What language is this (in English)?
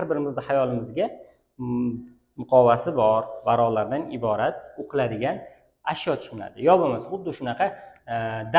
Uzbek